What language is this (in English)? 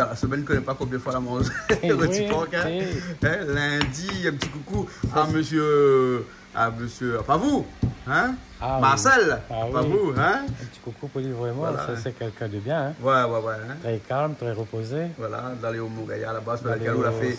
Réunion Creole French